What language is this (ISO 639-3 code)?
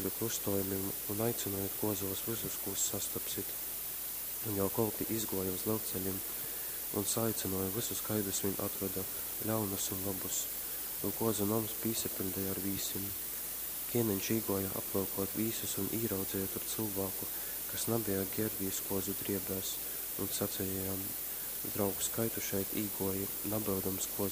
ltg